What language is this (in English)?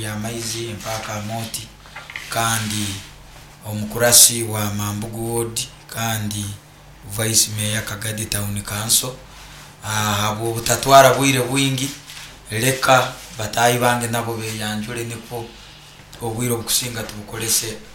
Nyoro